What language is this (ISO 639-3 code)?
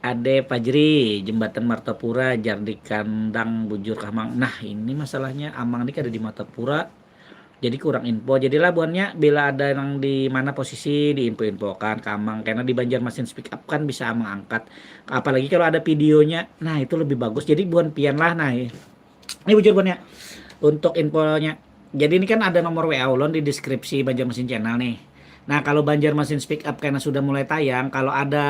bjn